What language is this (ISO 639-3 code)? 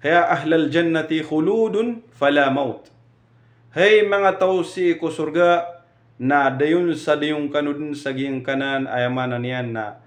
mrw